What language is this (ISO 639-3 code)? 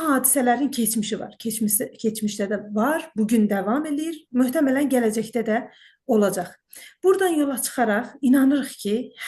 azb